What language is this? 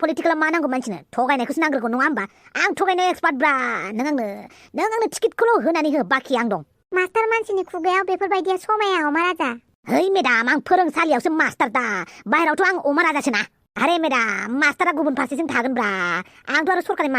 Bodo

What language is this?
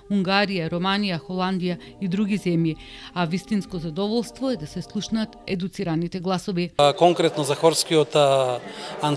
Macedonian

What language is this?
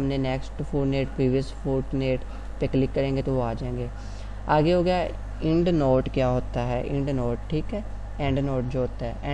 Hindi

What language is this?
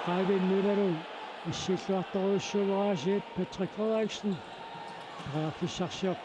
Kalaallisut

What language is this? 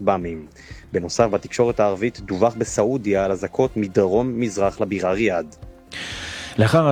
Hebrew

